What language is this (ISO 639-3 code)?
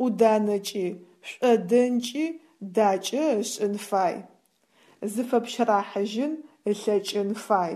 ady